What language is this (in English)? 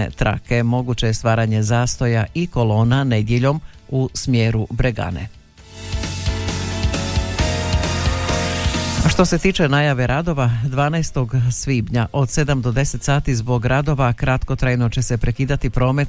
Croatian